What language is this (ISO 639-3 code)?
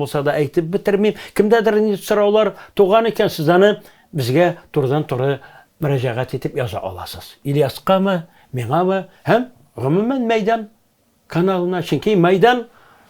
tat